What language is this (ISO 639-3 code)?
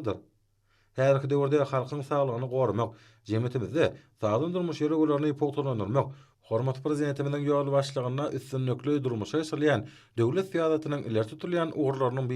tuk